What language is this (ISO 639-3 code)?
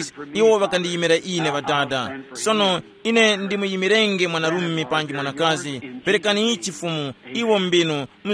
tum